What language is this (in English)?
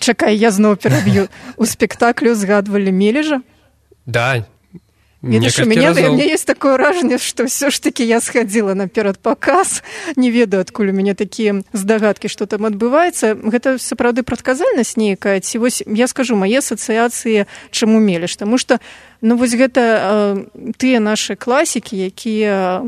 Belarusian